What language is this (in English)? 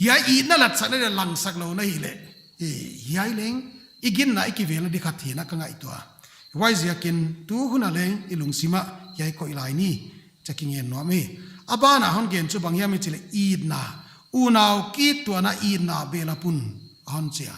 Paite Chin